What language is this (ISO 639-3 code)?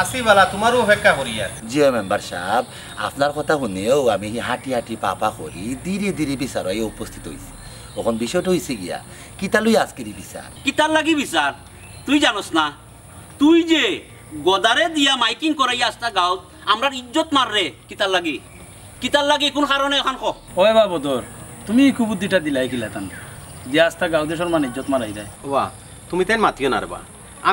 syl